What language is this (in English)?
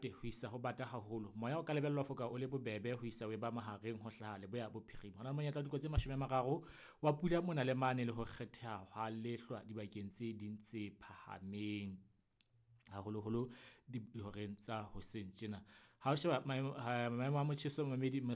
Southern Sotho